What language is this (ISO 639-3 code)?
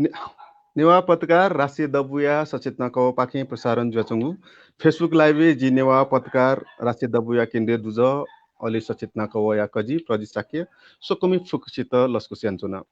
new